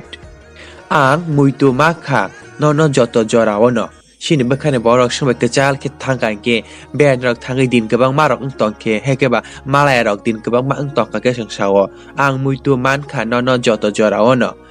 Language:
Kok Borok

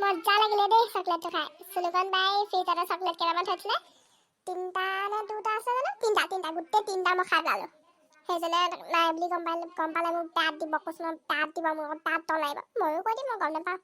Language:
Assamese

